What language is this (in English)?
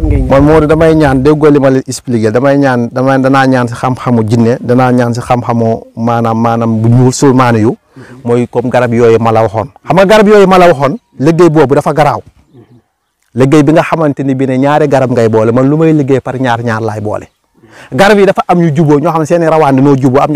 Wolof